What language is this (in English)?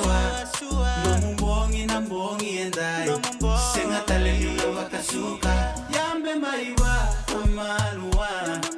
Fijian